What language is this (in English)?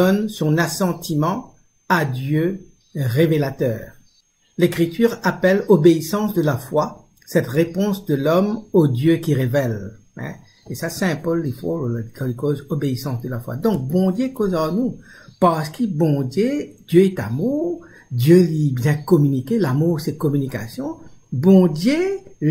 Morisyen